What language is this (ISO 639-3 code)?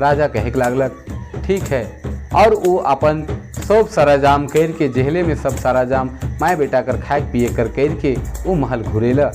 sck